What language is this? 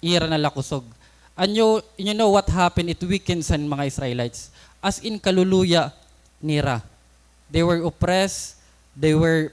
Waray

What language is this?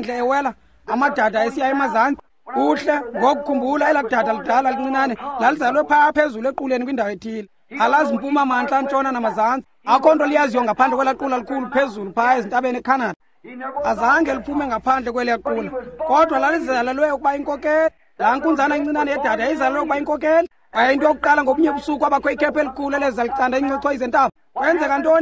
Xhosa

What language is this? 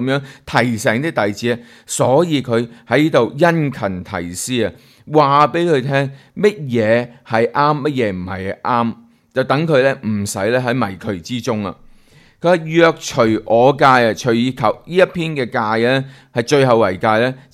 Cantonese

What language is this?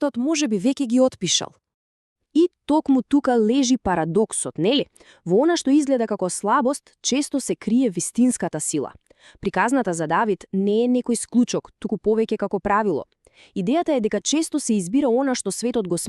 Macedonian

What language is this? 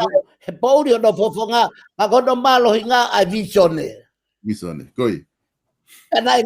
Tongan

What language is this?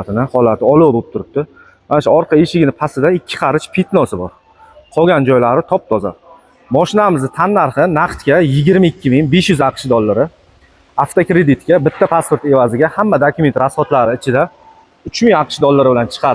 Uzbek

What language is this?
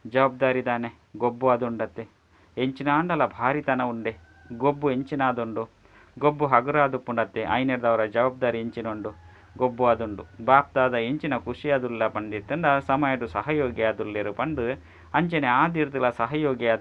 Tulu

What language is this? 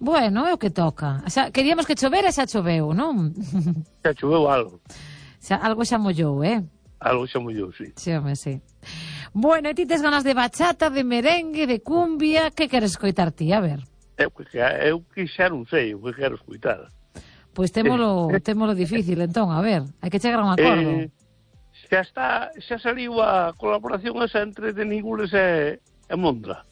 Galician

